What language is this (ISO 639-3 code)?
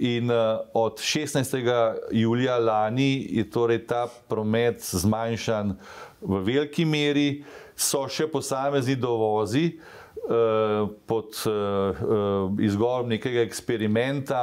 slv